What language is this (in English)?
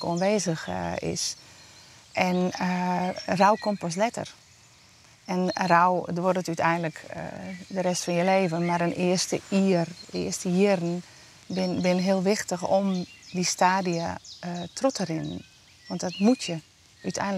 Western Frisian